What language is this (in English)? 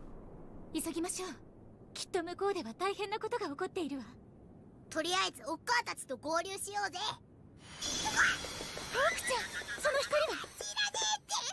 Japanese